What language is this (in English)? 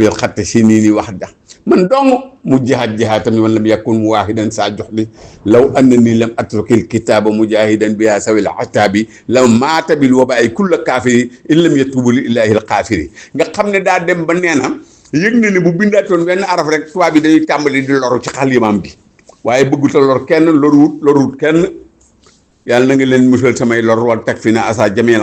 Wolof